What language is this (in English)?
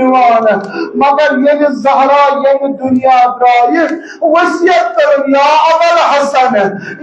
Kashmiri